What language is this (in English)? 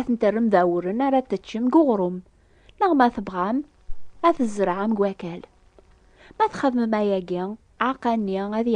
Kabyle